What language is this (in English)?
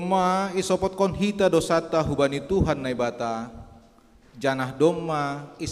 Batak Simalungun